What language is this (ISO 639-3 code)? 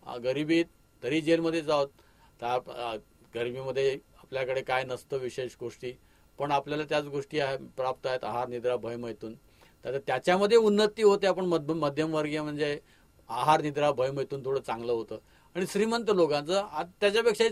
mar